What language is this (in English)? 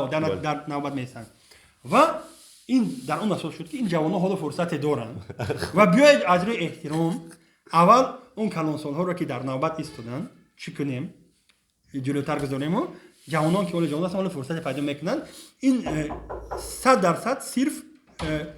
Tajik